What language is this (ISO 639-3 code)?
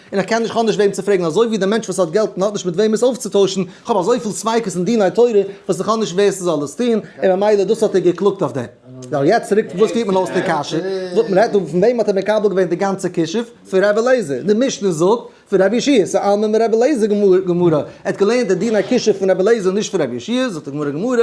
yid